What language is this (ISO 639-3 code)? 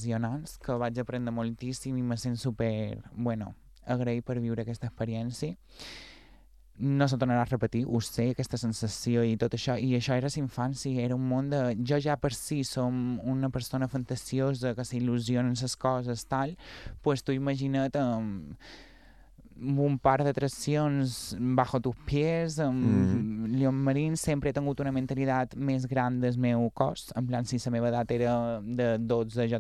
cat